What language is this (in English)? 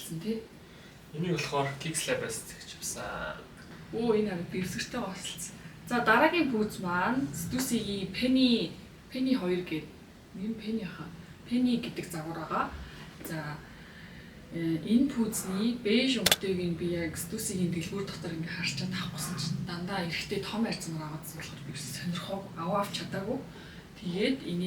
Mongolian